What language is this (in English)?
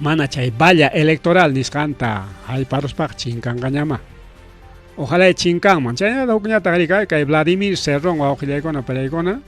Ayacucho Quechua